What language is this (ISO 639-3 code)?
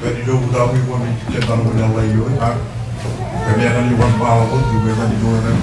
mah